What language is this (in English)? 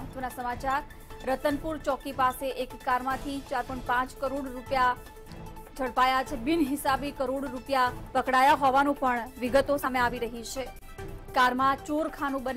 Gujarati